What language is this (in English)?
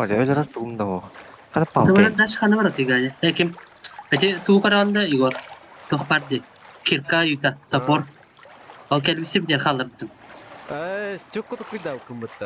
Yakut